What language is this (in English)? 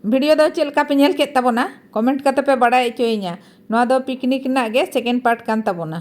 Santali